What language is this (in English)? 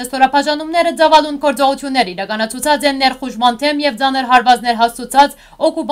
Western Armenian